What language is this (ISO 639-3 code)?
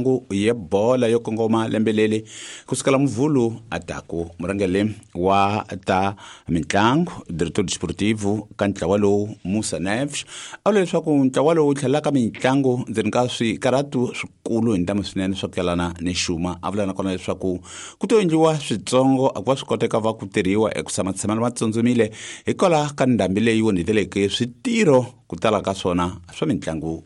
tso